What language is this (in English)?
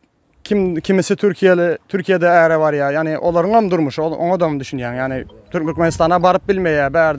Turkmen